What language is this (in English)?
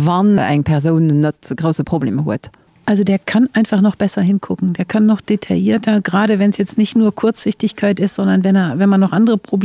Luxembourgish